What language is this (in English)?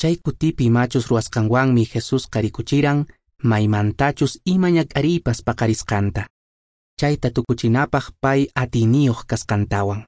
Quechua